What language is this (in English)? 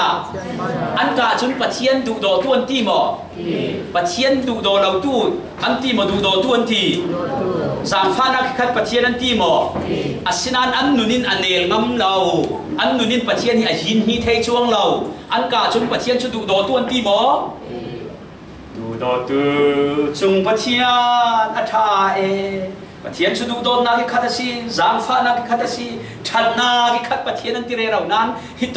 Falam Chin